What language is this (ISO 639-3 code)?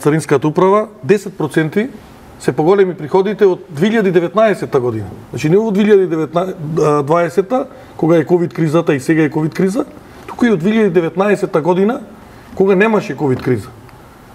mkd